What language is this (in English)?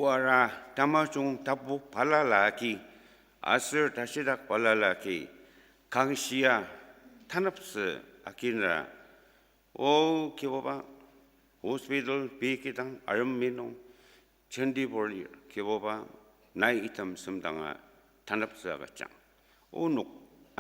Ao Naga